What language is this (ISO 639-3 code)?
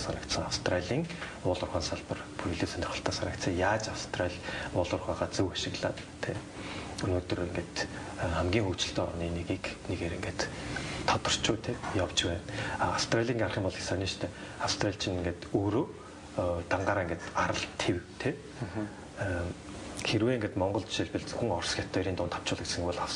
mon